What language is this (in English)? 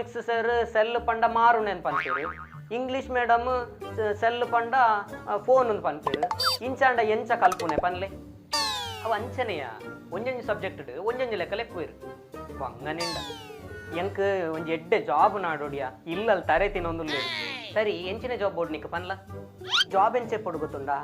Tulu